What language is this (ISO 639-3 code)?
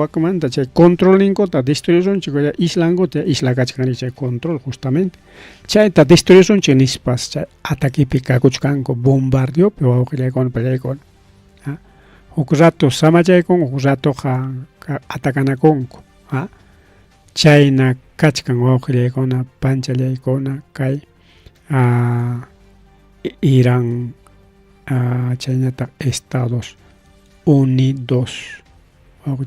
quy